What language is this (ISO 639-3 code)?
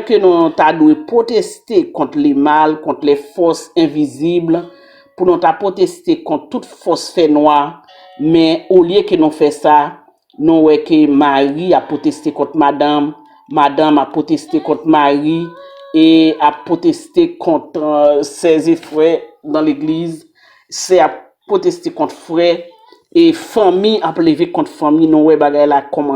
hat